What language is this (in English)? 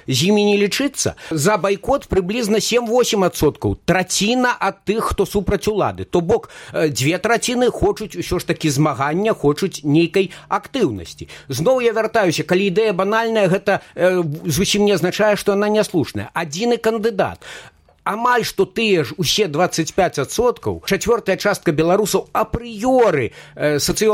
Belarusian